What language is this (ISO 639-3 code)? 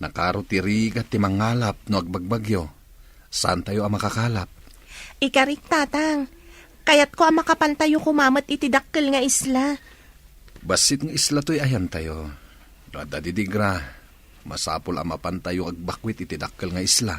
ilo